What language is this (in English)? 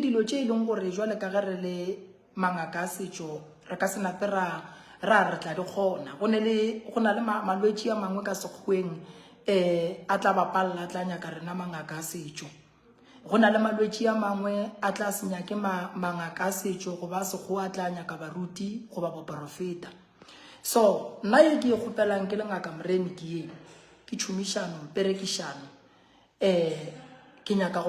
Northern Sotho